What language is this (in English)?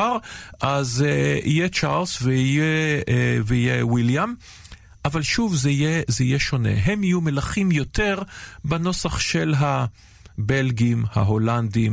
Hebrew